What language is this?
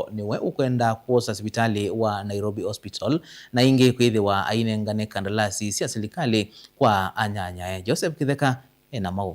Kamba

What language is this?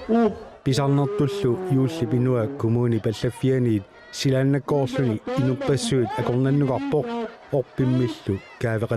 Kalaallisut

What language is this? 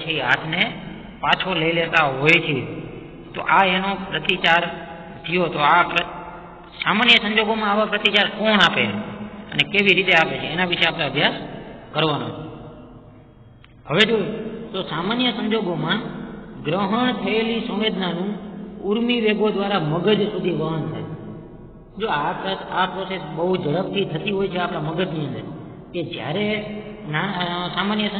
Gujarati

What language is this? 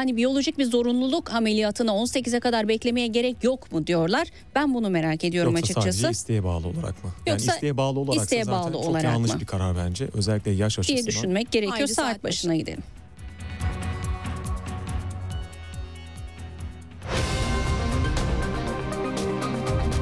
Turkish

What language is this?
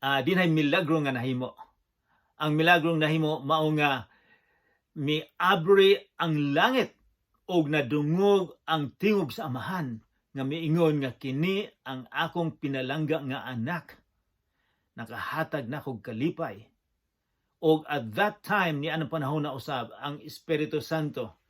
Cebuano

